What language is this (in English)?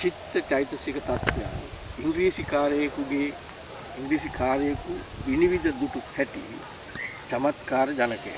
Sinhala